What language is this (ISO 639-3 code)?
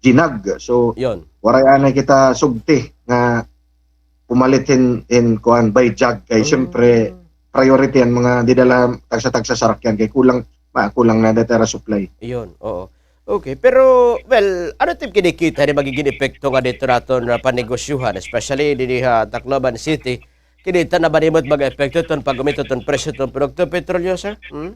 war